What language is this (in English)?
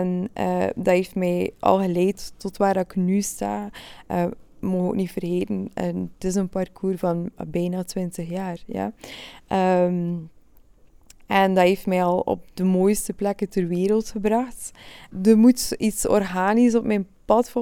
Dutch